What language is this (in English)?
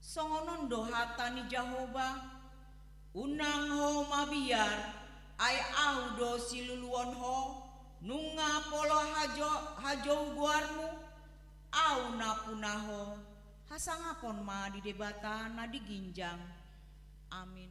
Batak Toba